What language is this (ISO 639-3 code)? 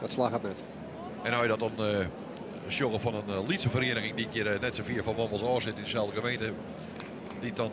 fry